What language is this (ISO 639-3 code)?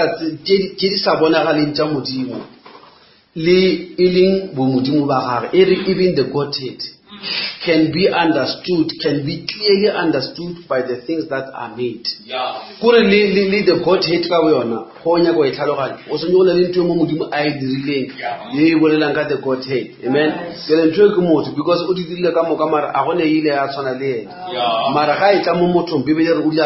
nso